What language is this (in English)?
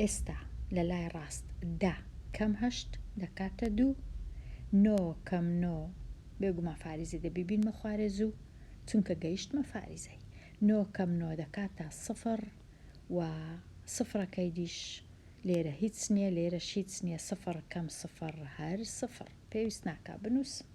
Central Kurdish